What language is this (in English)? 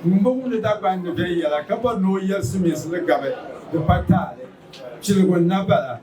Dagbani